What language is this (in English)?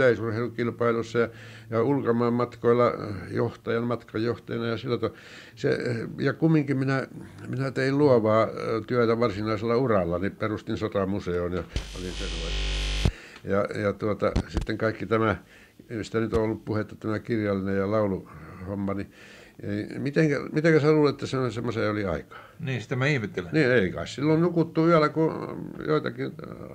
Finnish